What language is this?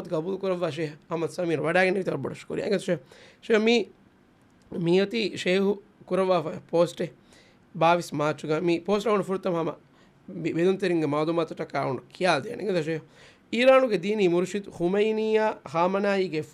Divehi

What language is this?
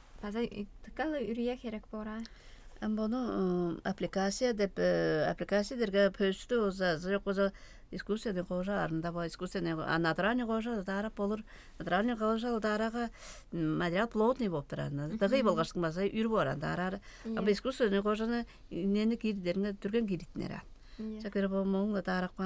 Tuvinian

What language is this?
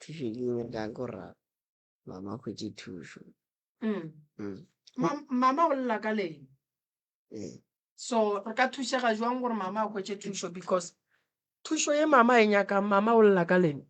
Northern Sotho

